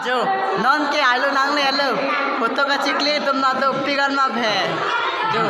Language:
Karbi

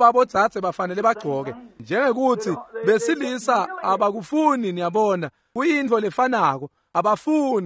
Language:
Swati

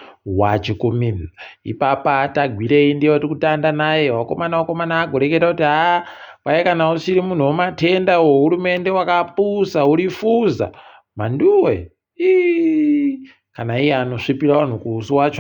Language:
Ndau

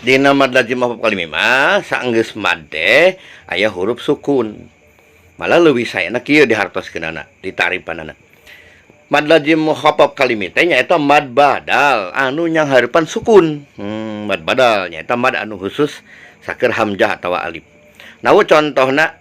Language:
Sundanese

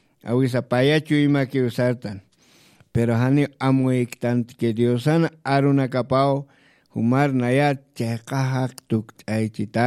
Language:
Aymara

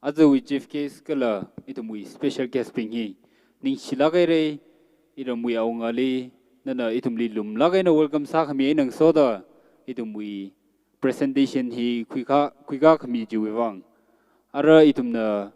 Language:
Tangkhul Naga (India)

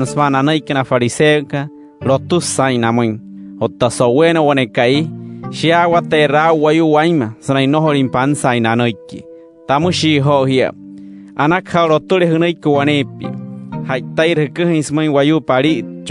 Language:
Wayuu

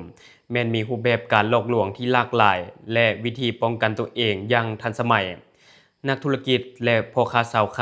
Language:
Lao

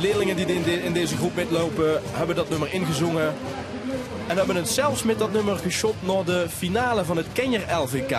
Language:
Limburgish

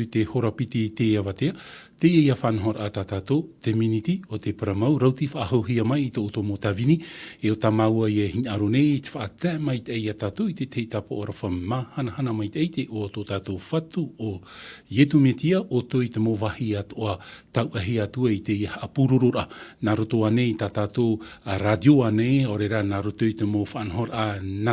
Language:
Tahitian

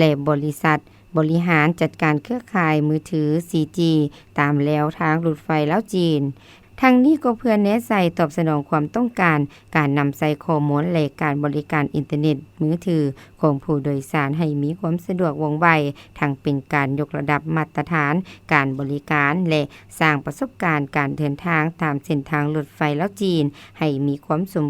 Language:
Lao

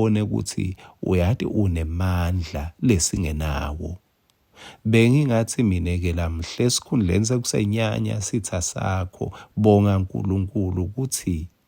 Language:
Swati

